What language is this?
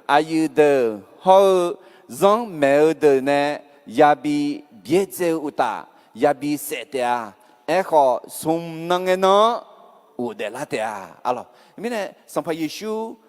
Akha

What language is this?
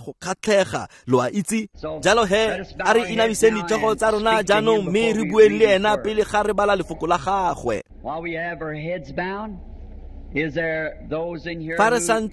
Tswana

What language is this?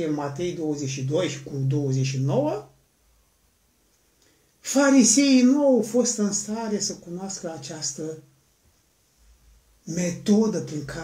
Romanian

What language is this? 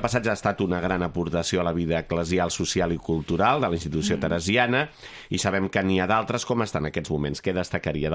Catalan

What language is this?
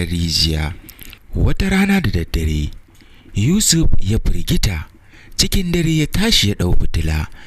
Hausa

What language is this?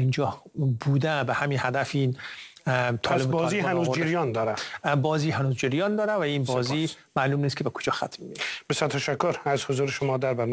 Persian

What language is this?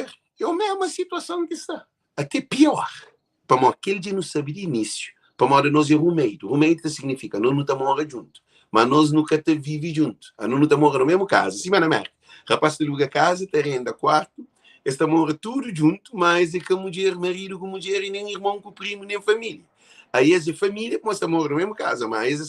Kabuverdianu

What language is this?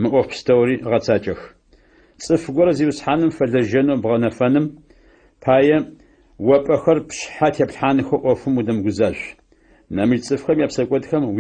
Adyghe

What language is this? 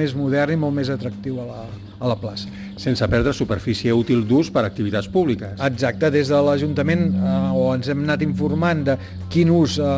Catalan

